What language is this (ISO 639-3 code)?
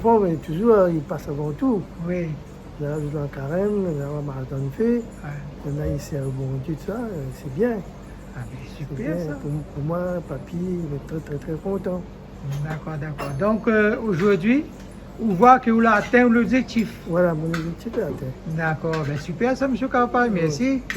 rcf